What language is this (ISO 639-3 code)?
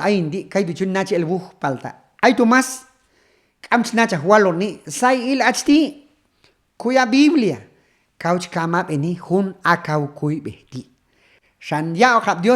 kjb